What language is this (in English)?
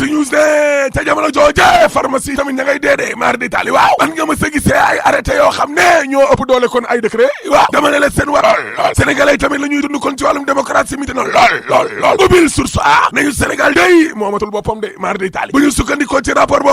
Wolof